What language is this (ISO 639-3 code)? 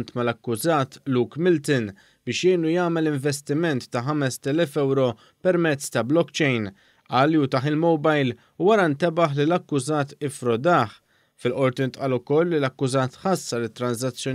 mlt